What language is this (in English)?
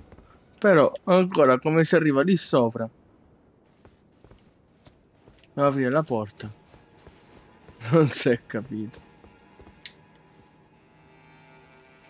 Italian